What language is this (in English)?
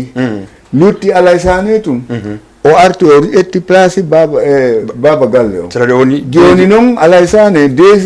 Fula